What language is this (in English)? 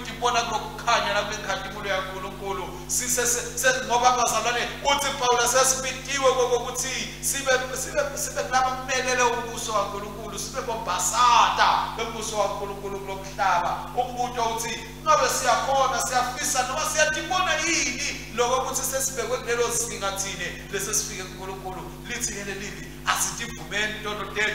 Swati